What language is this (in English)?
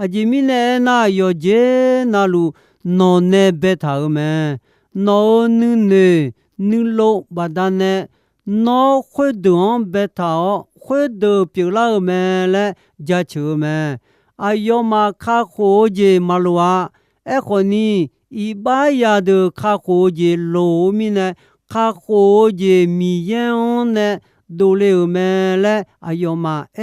Akha